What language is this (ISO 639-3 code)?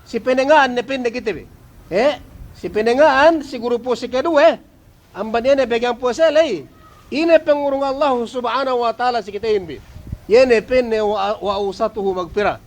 yka